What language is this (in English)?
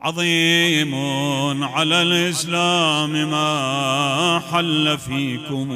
Mesopotamian Arabic